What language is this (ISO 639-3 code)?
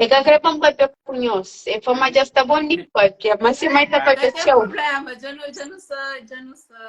kea